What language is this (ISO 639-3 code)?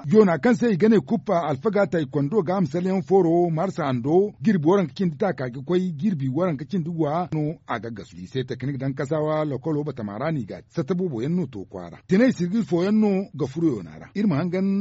dje